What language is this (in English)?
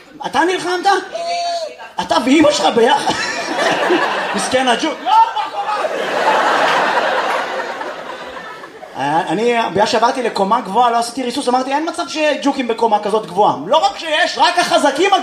Hebrew